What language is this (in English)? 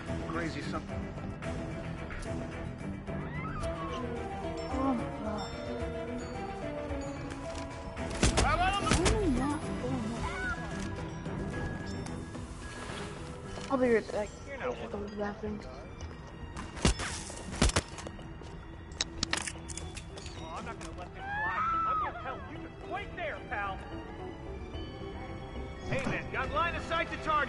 English